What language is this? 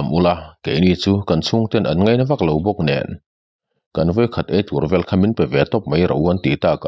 Mizo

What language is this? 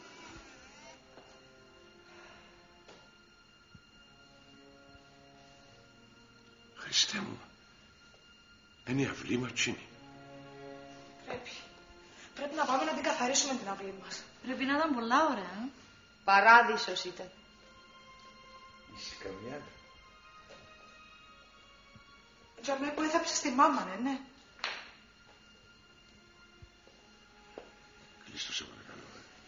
Greek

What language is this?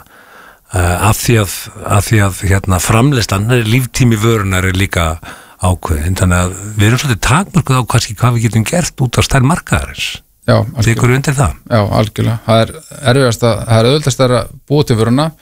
Icelandic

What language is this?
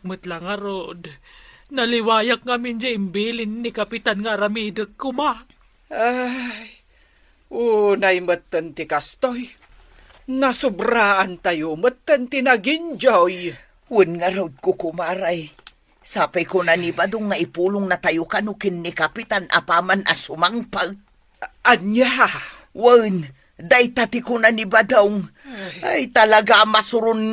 Iloko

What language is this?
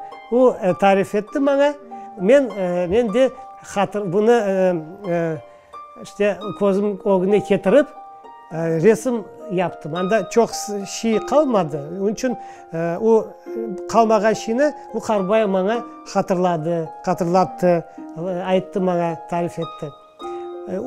Crimean Tatar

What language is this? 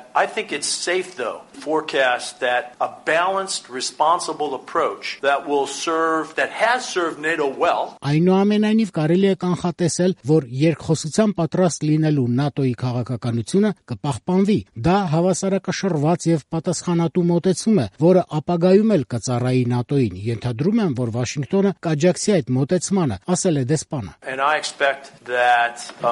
Armenian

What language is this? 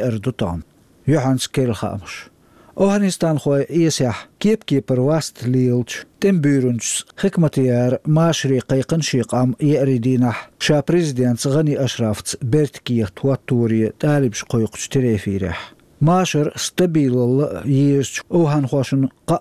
Chechen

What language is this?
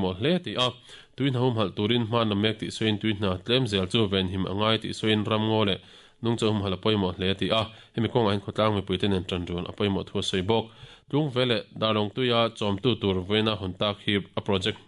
Mizo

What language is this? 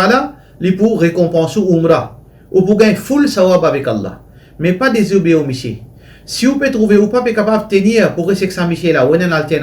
Morisyen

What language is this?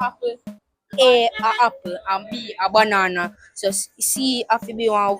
Jamaican Creole English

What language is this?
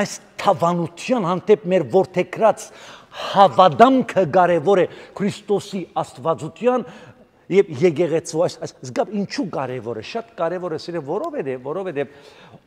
Armenian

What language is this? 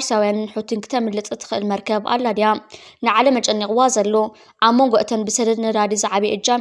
Tigrinya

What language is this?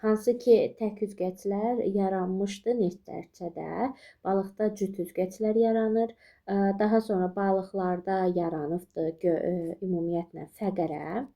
Azerbaijani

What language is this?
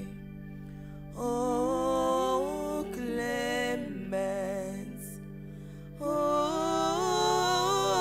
French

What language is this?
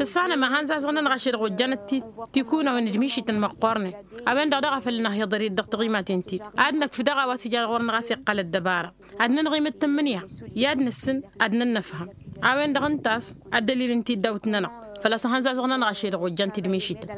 Tamasheq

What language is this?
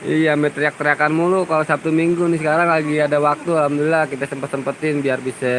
Betawi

